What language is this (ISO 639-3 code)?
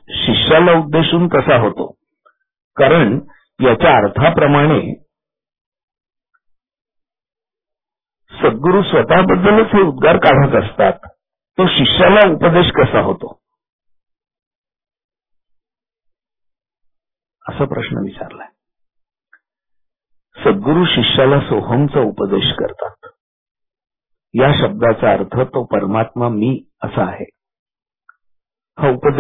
mar